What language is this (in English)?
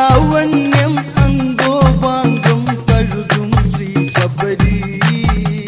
Malayalam